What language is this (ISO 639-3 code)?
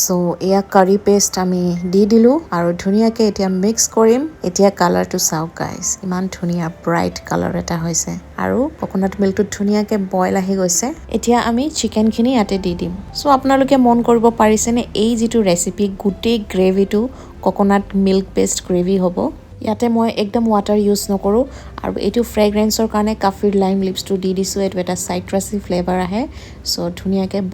asm